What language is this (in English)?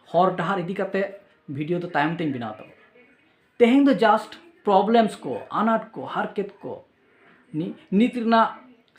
Santali